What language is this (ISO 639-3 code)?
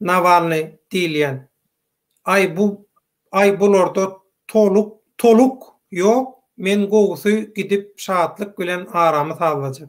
tuk